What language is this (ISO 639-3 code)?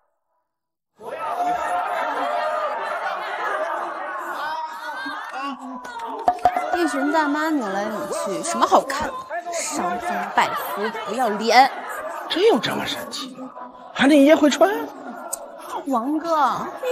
zho